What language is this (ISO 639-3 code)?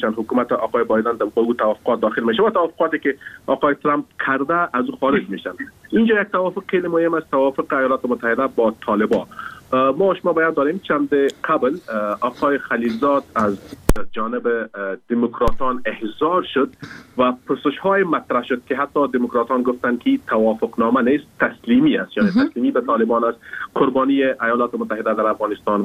fas